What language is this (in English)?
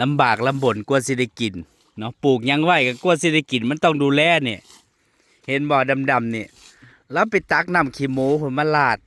Northeastern Thai